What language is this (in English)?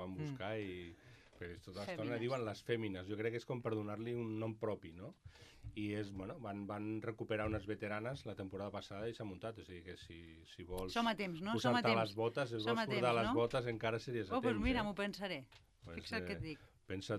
Catalan